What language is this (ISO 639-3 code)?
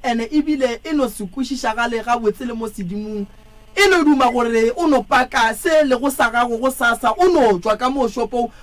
nso